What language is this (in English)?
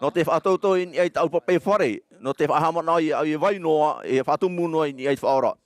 Tahitian